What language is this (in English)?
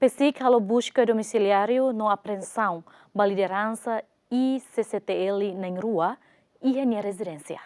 Tetum